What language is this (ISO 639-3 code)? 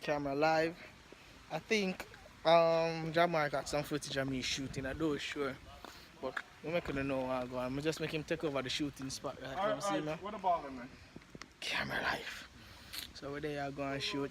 jam